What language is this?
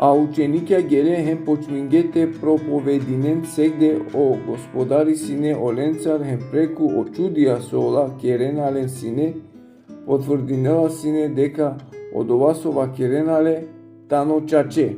Balkan Romani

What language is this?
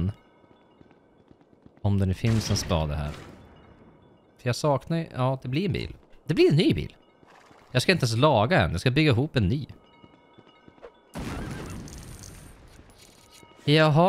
Swedish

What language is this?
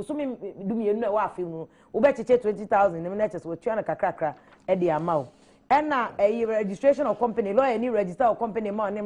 Akan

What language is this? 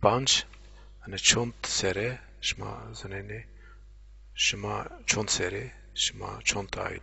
Zaza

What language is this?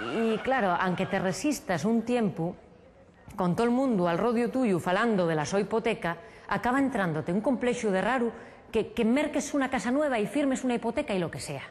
Asturian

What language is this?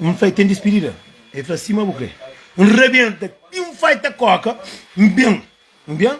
Kabuverdianu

